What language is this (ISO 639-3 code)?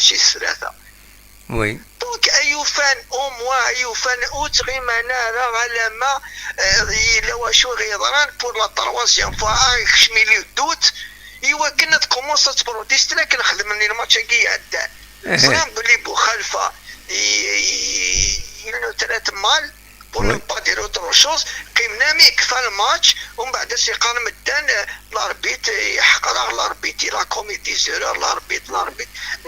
kab